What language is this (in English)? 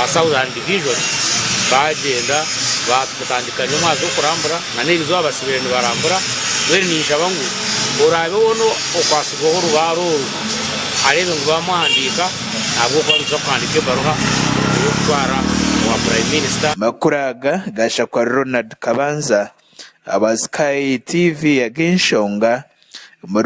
Nyankole